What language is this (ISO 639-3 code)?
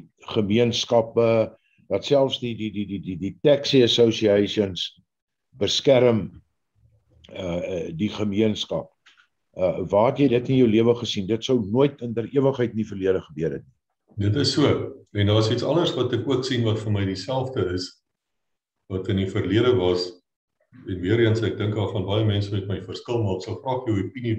afr